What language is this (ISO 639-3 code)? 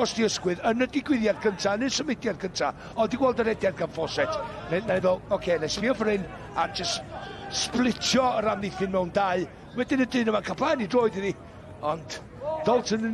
cym